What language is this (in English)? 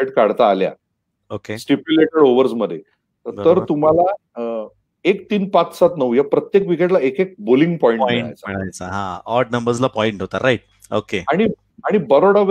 Marathi